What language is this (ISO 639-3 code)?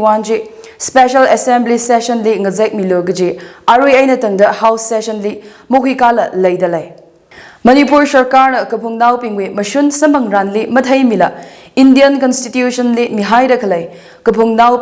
nmf